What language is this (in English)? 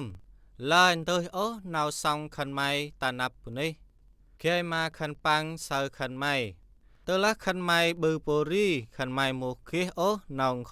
Central Mnong